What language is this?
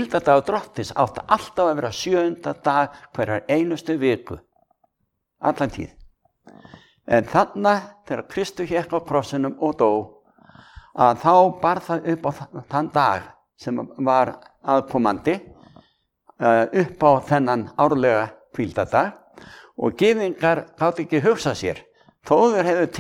Icelandic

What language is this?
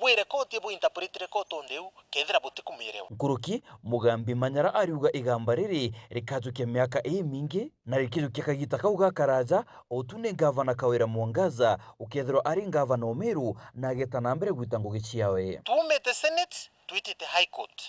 Meru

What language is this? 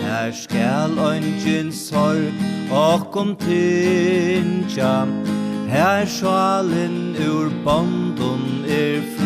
Faroese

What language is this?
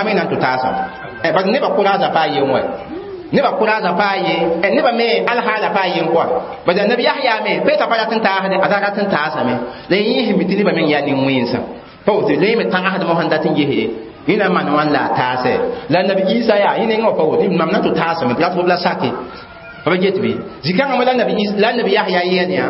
Mossi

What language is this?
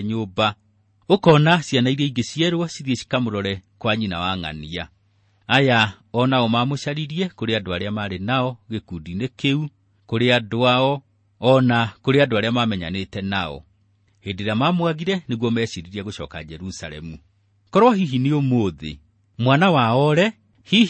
Kikuyu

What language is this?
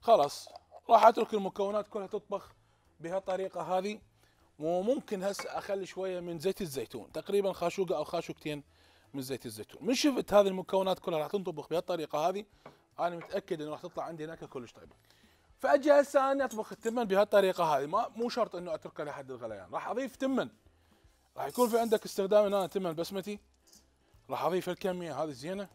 Mesopotamian Arabic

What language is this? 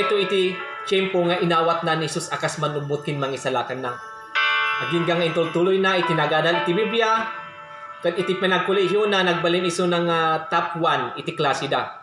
Iloko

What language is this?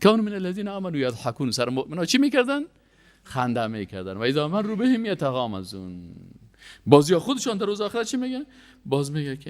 Persian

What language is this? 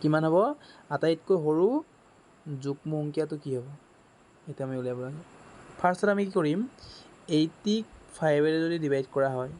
Assamese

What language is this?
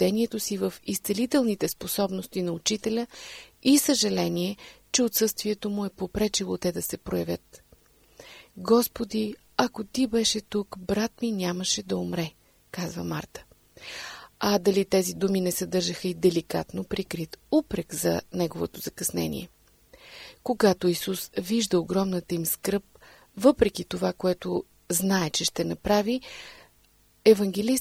Bulgarian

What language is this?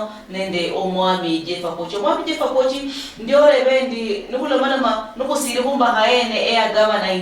Luyia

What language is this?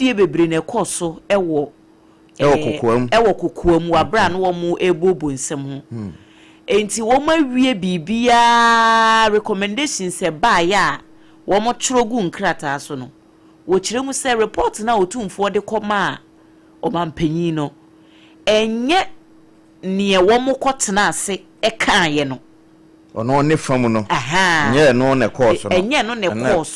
Akan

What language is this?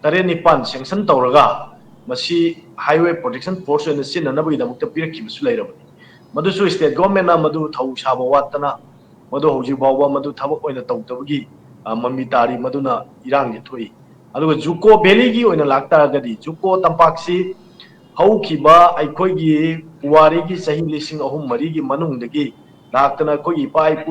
Manipuri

